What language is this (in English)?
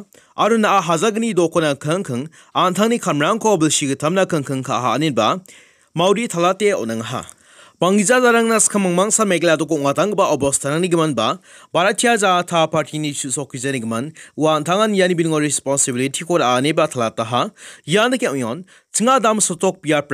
Garo